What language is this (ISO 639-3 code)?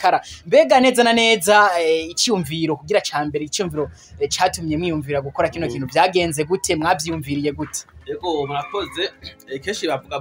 run